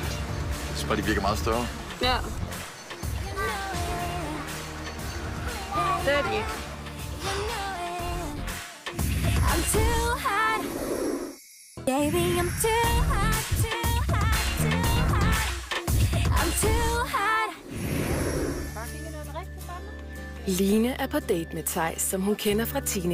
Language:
Danish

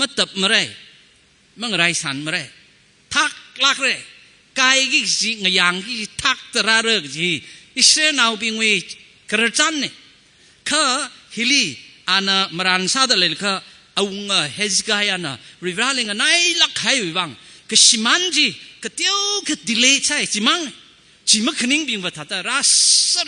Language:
Tangkhul Naga (India)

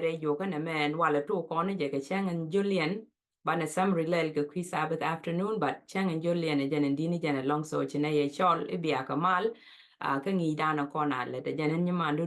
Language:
Nuer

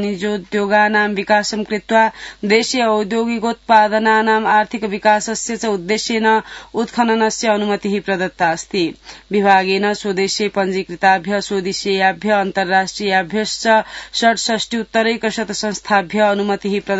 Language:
Sanskrit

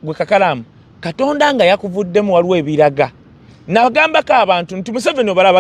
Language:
Ganda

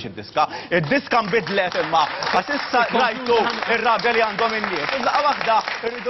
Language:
Maltese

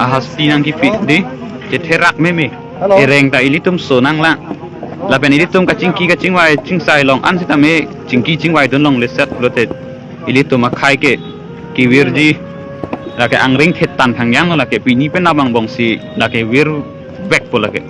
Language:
Karbi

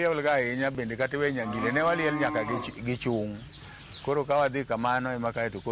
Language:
Luo (Kenya and Tanzania)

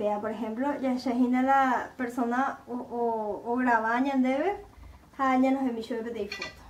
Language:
Guarani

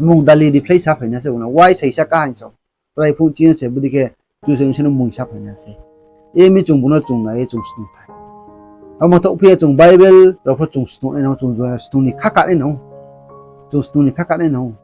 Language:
Riang (India)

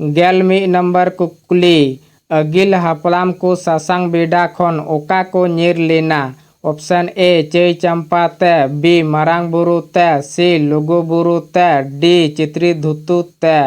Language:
Santali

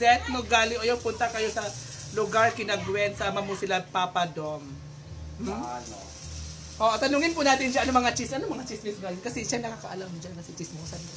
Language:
Filipino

